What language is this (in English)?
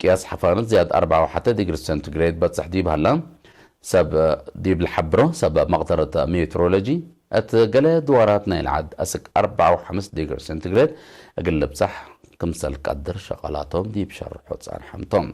Tigre